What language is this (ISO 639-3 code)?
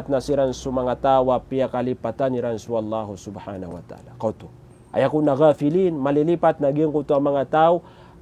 mrw